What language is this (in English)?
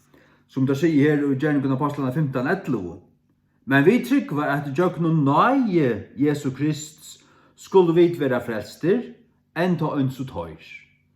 Faroese